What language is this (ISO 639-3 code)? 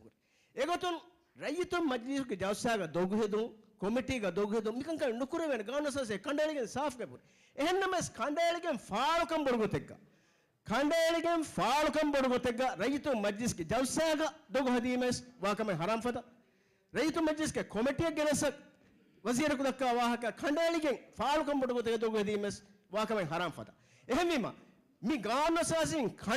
div